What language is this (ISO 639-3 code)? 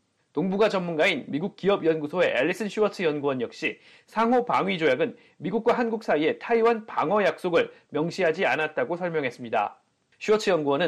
kor